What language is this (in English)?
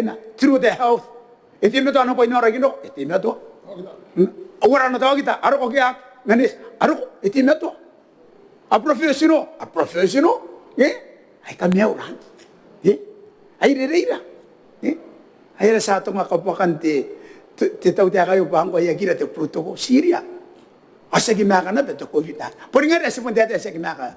Gilbertese